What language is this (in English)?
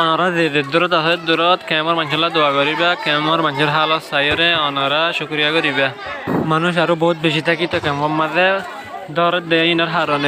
Rohingya